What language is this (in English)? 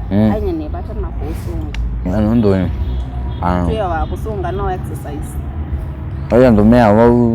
Kamba